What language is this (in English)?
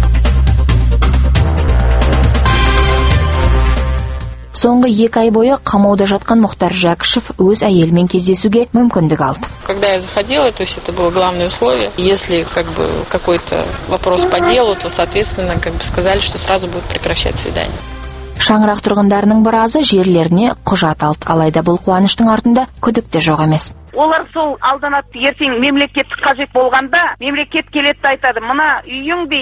Kazakh